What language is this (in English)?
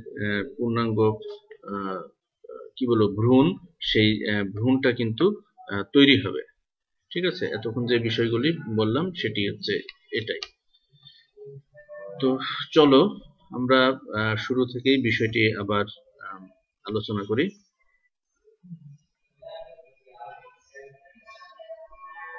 Bangla